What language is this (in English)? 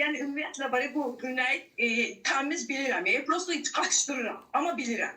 Azerbaijani